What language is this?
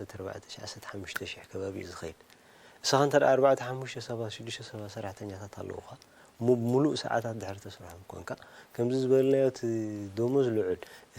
Tigrinya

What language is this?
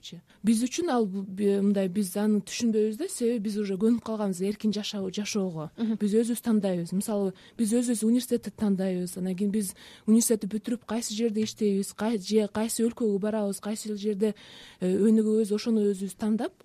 Kyrgyz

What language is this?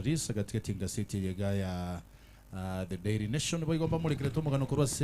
Gusii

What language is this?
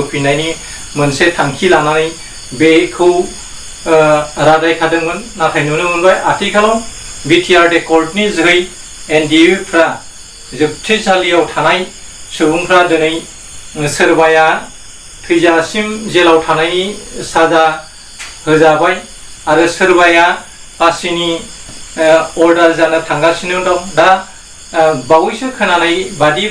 Bodo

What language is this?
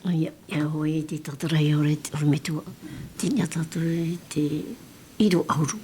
Tahitian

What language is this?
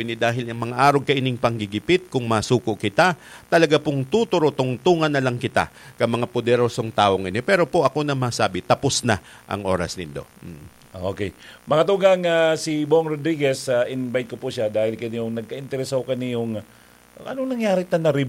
Bikol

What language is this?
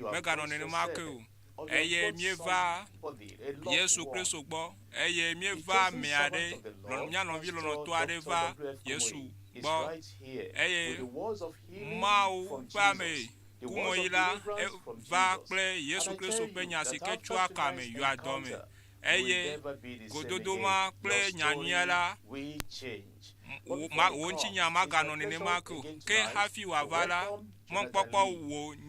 Ewe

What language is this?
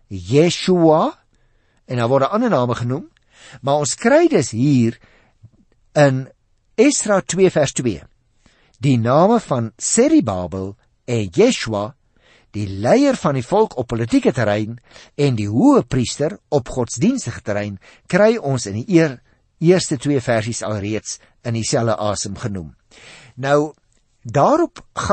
Afrikaans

